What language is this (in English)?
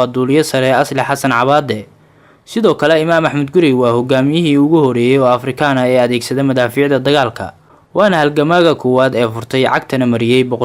Somali